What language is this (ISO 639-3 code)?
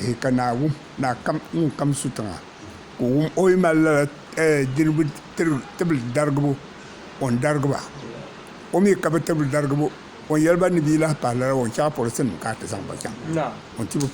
dag